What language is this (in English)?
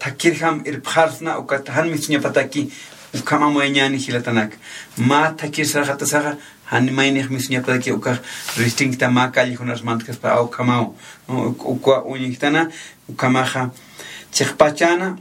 Aymara